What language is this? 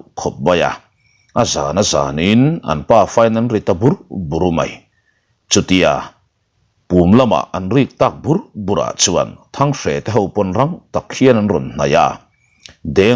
Mizo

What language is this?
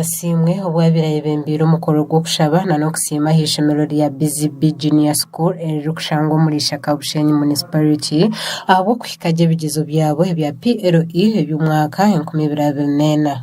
Nyankole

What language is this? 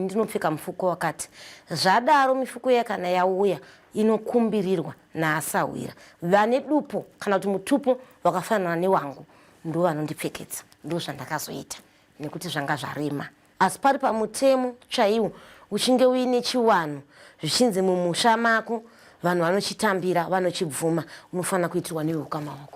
Shona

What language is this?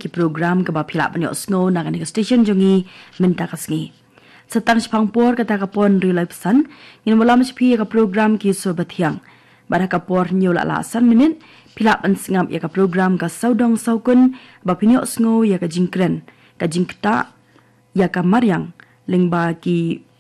Khasi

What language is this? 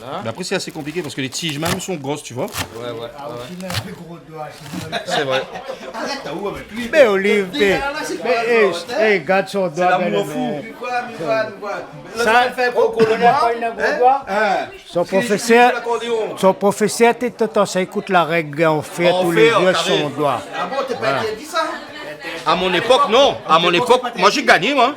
Réunion Creole French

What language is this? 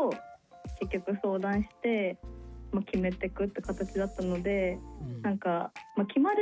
Japanese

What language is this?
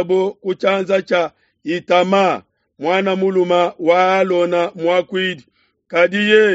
Luba-Lulua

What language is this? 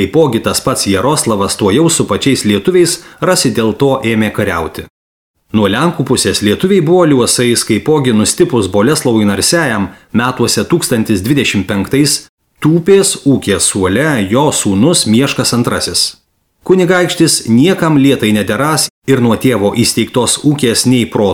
Lithuanian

